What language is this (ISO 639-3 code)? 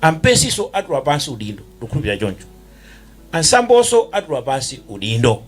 nya